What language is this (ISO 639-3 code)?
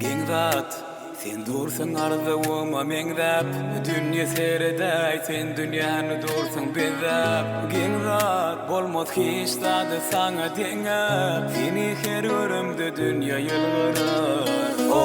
tuk